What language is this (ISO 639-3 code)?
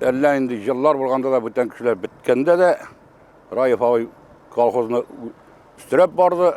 tat